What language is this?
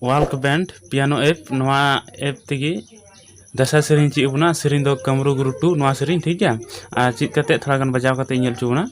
Santali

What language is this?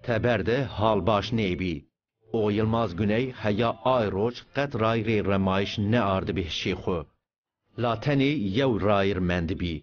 Zaza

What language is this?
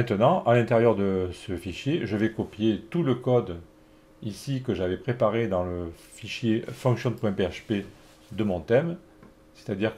French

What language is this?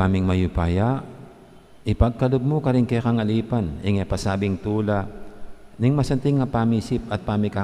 Pampanga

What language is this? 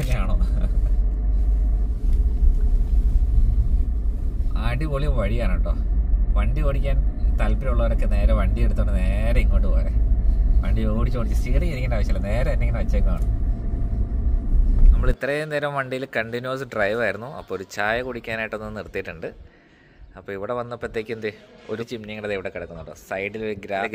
Malayalam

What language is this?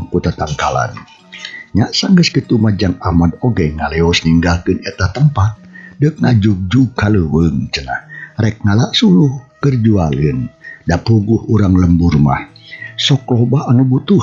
Sundanese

